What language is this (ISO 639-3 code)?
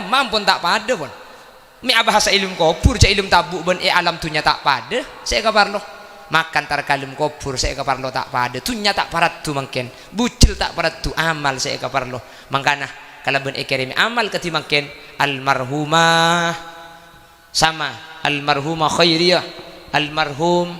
mad